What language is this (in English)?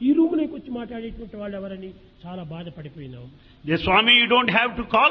Telugu